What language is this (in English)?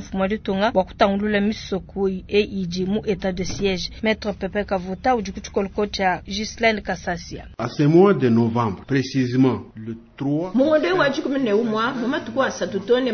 Luba-Lulua